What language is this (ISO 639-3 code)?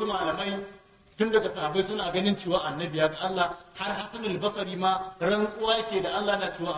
hau